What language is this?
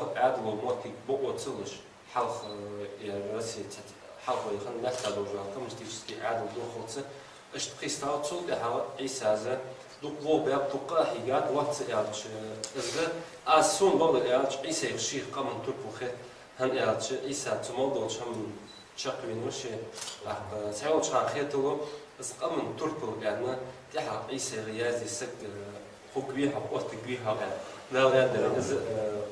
Ingush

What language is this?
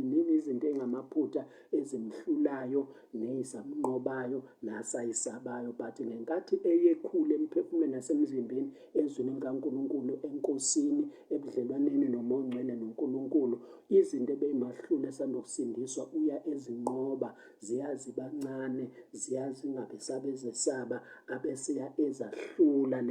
Zulu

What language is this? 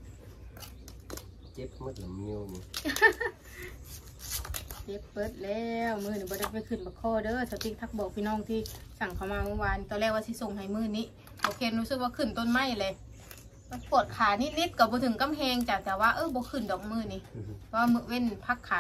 Northeastern Thai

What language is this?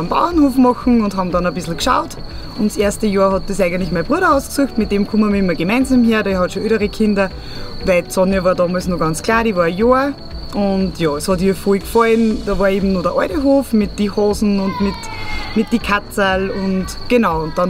Bavarian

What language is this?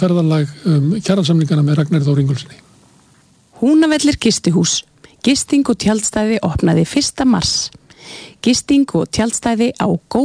Icelandic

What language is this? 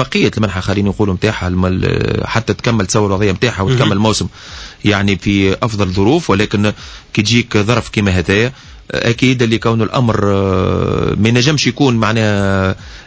Tunisian Arabic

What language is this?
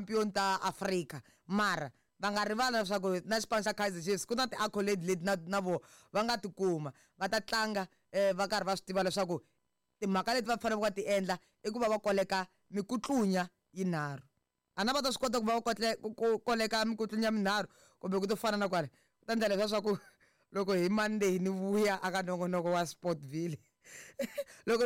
Tsonga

